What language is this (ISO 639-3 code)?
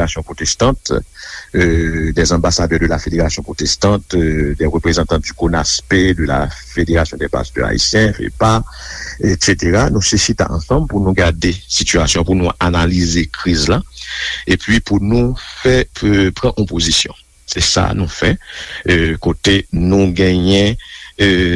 hat